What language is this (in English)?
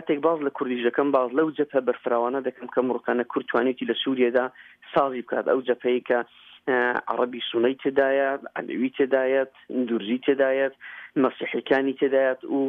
Central Kurdish